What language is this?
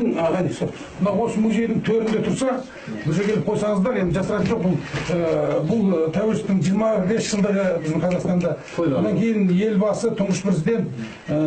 Kazakh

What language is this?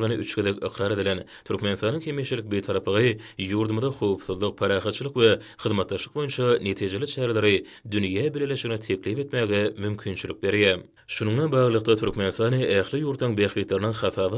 Turkmen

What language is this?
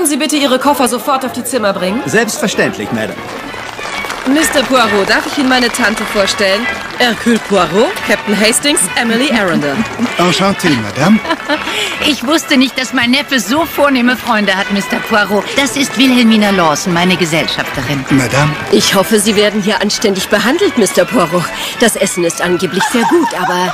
German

